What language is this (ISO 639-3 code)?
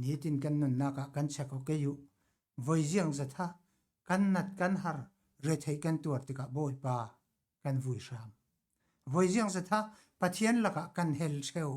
cfm